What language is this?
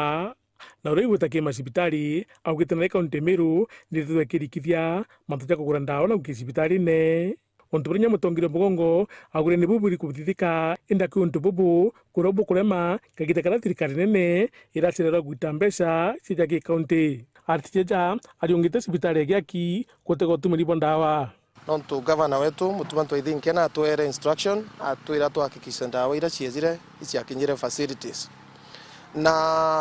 Meru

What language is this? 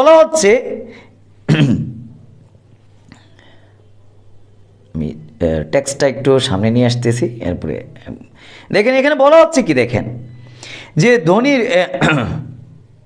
Bangla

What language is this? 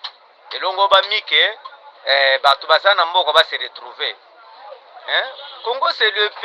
Lingala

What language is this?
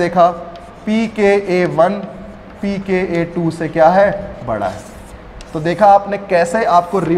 Hindi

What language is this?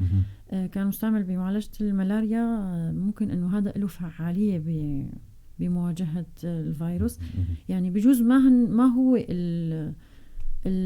North Levantine Arabic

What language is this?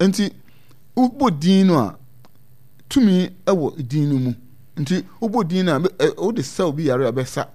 Akan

